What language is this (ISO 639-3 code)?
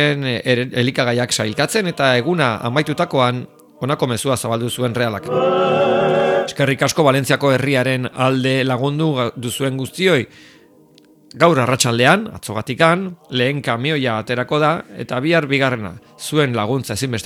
eus